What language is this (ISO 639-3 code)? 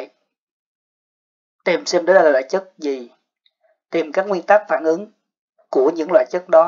vie